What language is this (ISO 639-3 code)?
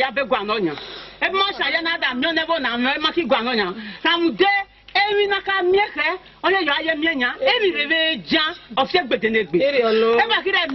ish